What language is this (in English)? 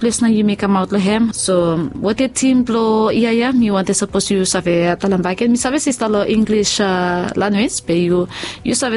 Bislama